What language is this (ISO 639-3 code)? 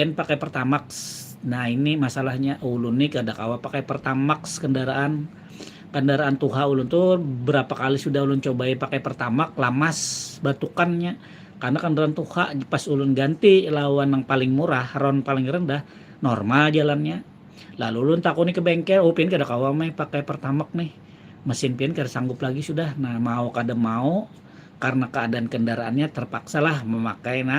bjn